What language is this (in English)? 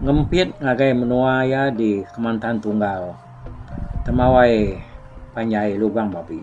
Iban